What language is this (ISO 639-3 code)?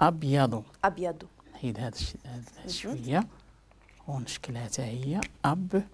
ary